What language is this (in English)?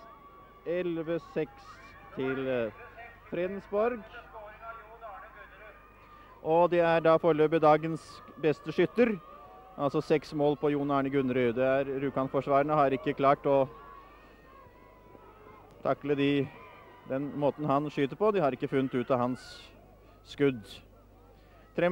Norwegian